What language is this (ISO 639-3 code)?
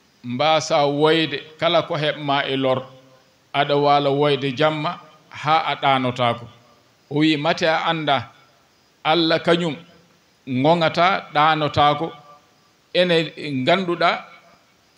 ful